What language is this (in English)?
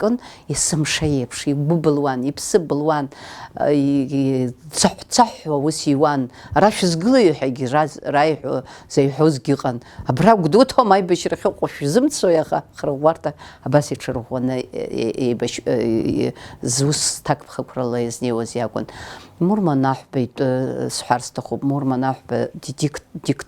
Abkhazian